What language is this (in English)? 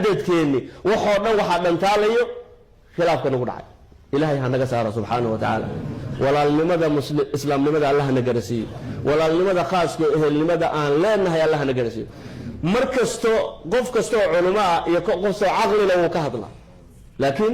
Somali